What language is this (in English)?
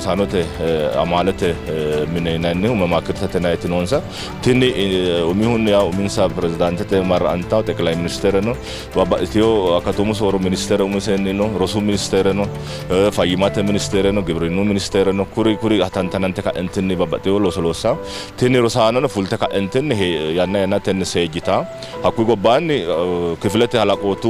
Sidamo